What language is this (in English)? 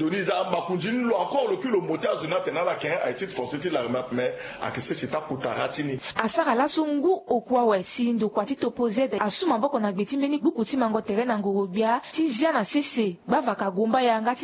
Sango